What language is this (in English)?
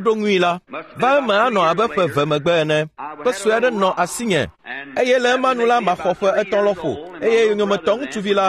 Ewe